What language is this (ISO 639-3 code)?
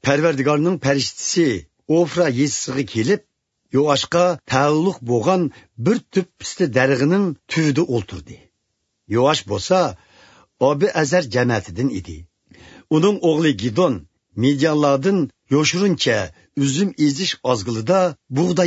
uig